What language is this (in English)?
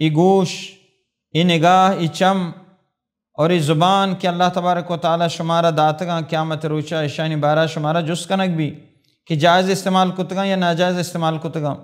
Baluchi